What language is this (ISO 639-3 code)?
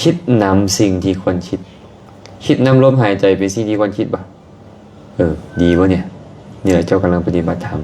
lao